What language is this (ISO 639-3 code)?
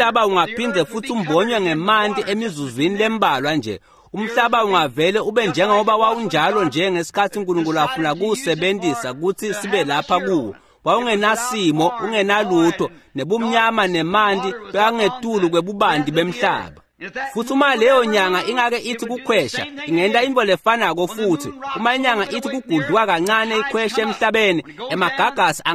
ssw